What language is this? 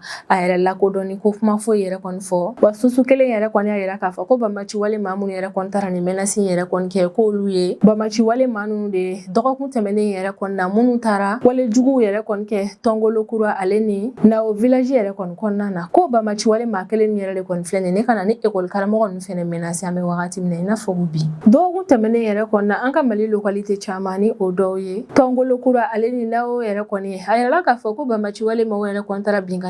Bambara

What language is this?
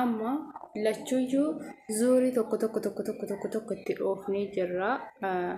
Oromo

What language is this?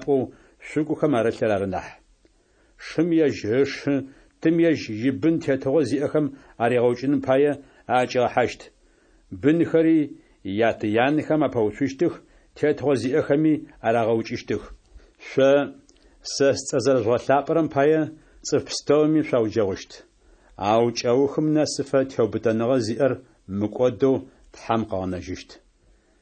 Adyghe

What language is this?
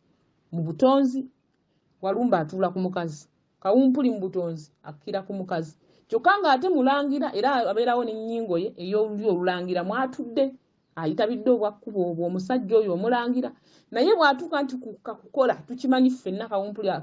Ganda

